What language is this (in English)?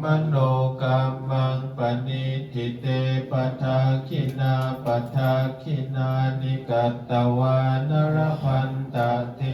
Pali